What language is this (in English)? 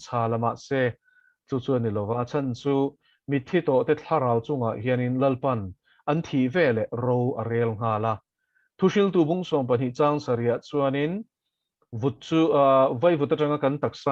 Mizo